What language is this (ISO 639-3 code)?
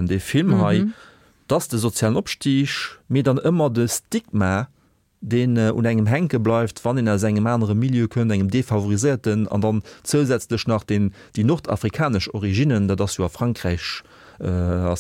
ltz